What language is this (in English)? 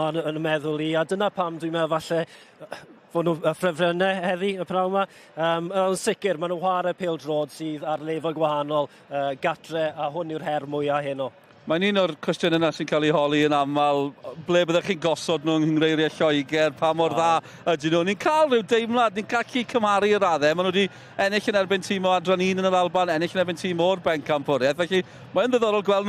Welsh